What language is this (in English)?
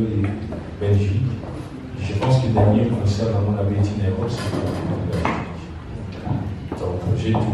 French